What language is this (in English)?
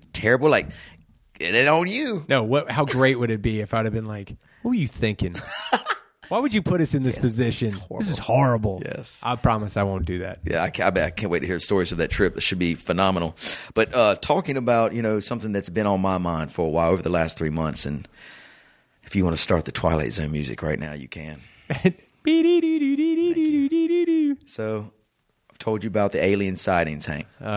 English